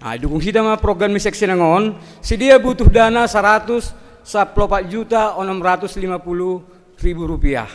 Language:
Batak Simalungun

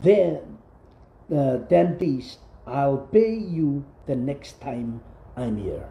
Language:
Pohnpeian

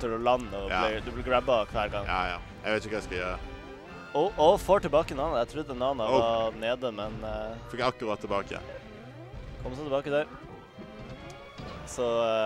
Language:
Norwegian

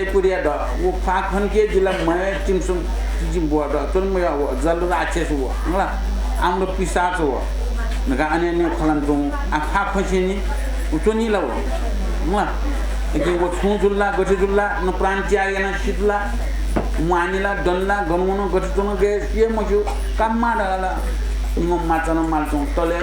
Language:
Newari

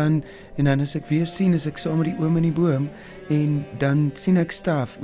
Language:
Afrikaans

